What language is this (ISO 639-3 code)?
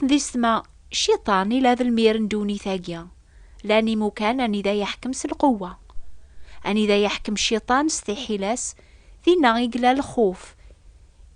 kab